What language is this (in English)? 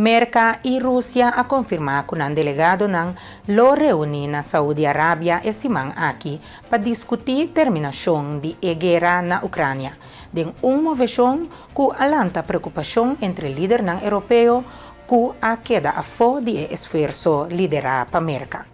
Papiamento